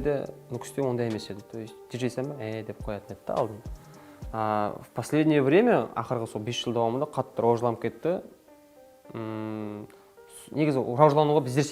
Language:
Kara-Kalpak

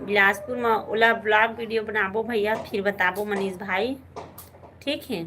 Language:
Chhattisgarhi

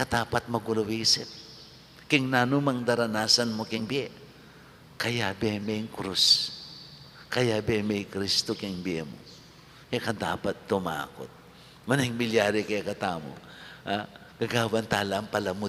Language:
Pampanga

